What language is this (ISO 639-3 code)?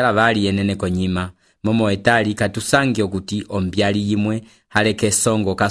umb